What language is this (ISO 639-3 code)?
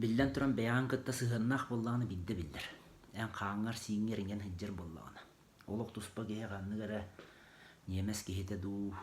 sah